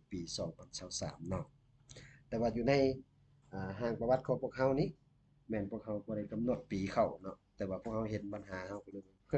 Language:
Lao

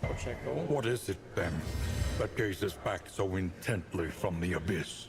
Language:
Rusyn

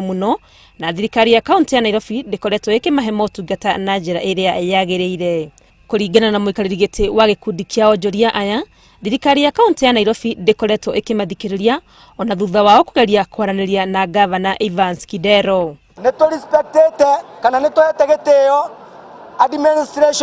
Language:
Kikuyu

